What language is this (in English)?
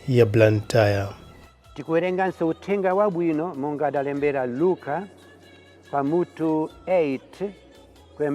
Nyanja